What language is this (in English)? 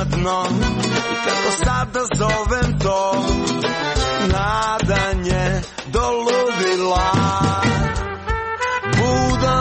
Croatian